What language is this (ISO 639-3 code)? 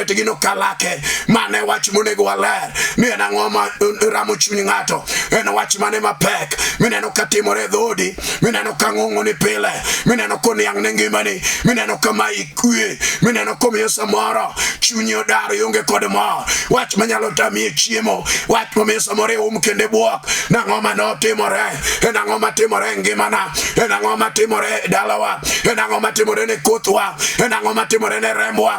luo